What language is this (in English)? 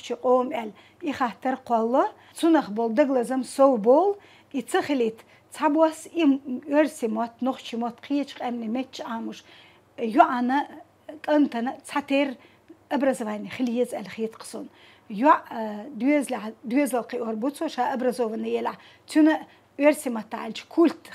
Chechen